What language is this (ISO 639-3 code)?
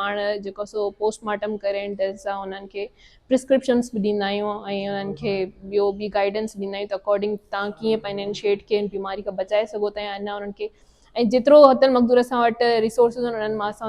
snd